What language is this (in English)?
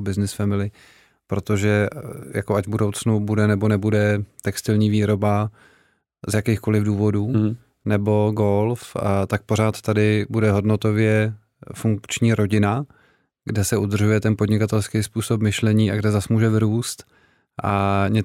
Czech